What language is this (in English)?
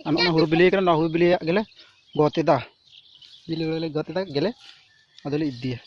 Santali